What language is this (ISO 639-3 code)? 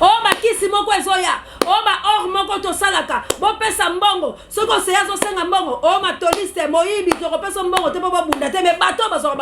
lin